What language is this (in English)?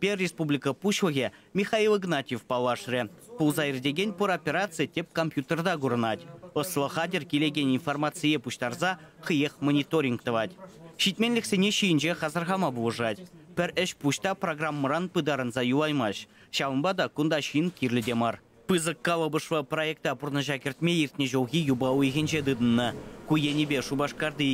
Chuvash